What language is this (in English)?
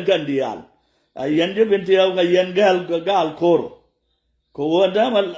Nuer